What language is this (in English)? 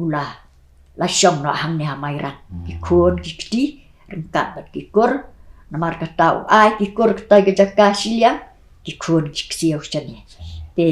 Khasi